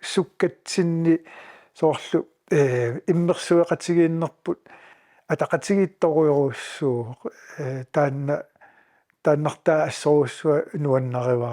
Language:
Kalaallisut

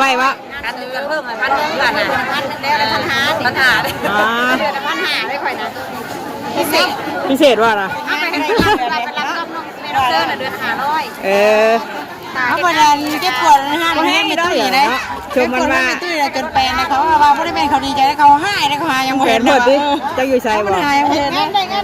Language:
Northeastern Thai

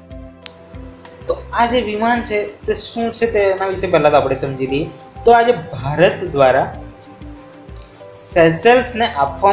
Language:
Gujarati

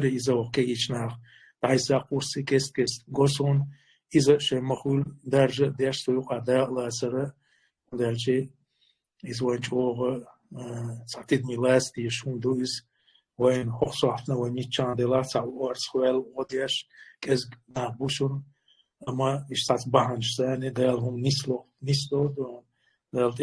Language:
Chechen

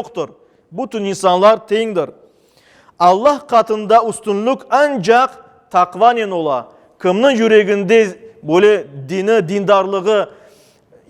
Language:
Crimean Tatar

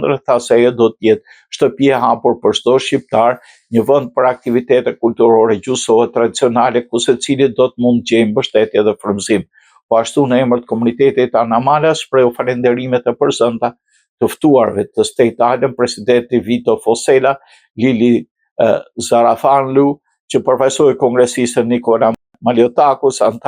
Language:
Albanian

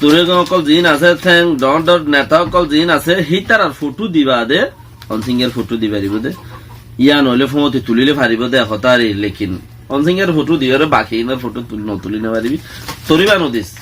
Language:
Rohingya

